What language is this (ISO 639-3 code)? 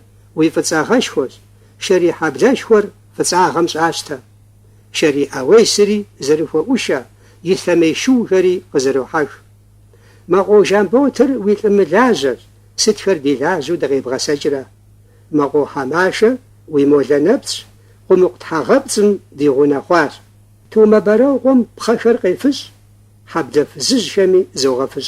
kbd